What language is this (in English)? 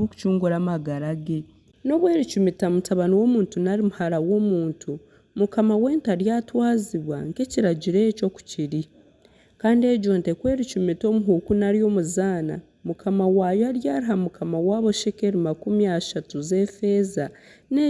Nyankole